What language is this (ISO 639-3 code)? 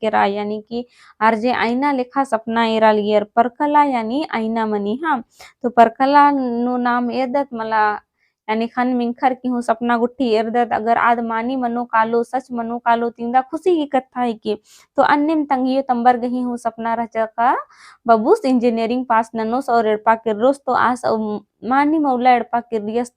kru